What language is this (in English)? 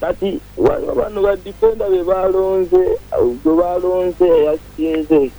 Ganda